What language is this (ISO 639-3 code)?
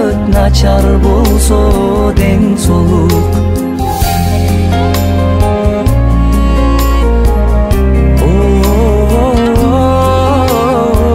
kir